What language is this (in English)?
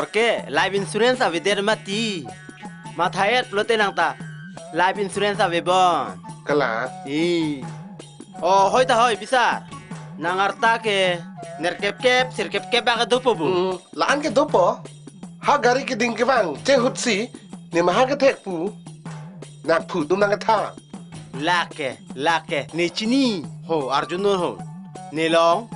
Karbi